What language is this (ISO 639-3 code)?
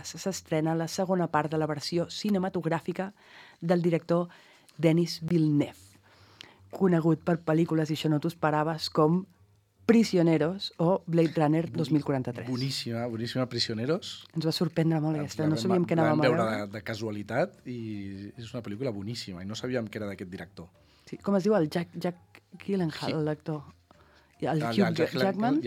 cat